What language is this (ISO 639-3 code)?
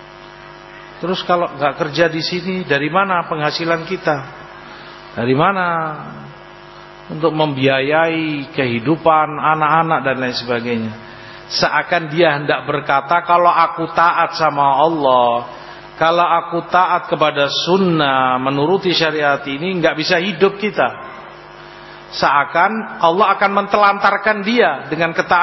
ind